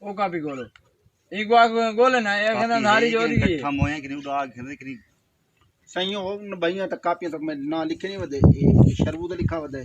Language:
Saraiki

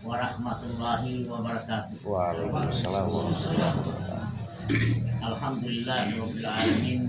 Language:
Gorontalo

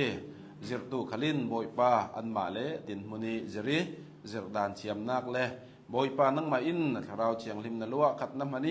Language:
Hakha Chin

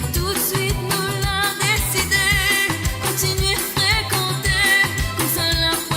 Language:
Morisyen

